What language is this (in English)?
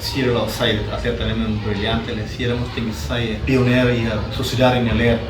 Tetum